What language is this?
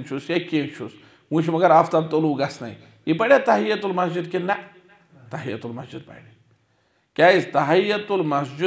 Kashmiri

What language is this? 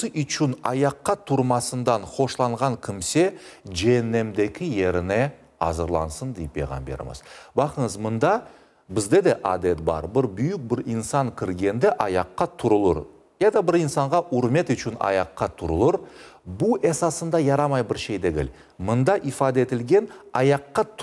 Crimean Tatar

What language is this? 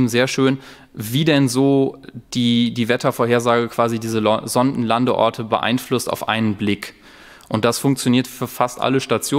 German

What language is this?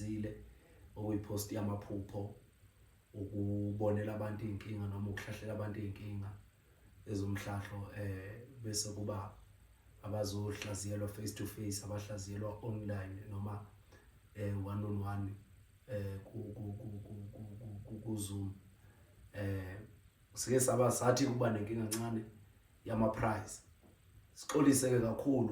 Zulu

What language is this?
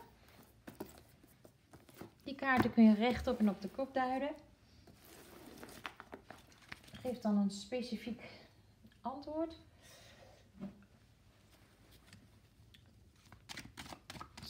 Dutch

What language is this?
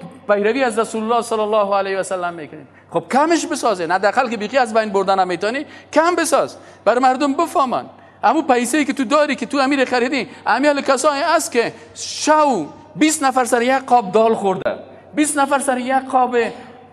Persian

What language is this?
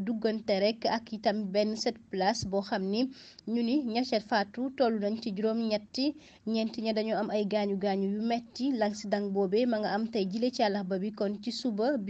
Wolof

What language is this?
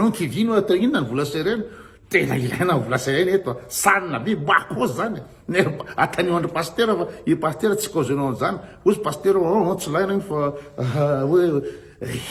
Malagasy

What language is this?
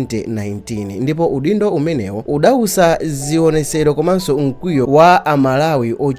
Nyanja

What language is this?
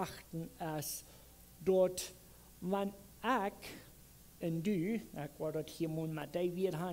Plautdietsch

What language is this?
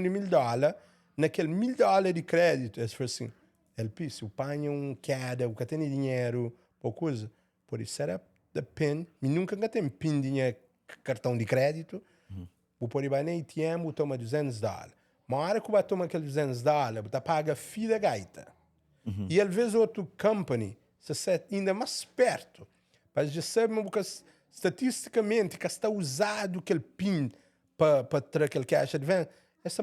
Kabuverdianu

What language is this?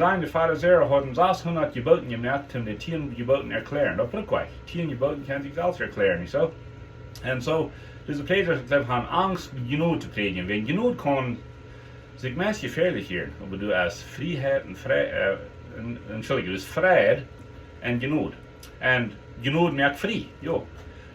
Plautdietsch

